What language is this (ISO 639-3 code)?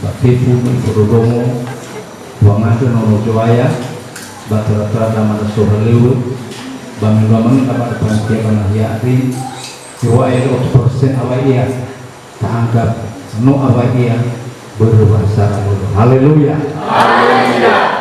nia